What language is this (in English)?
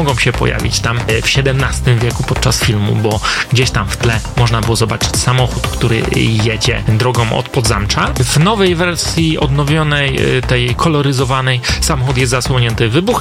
Polish